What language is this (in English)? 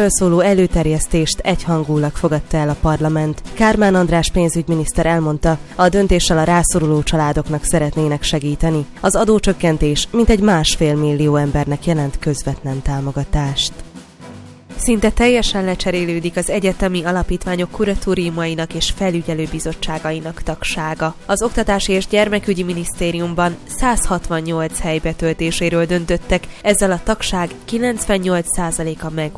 Hungarian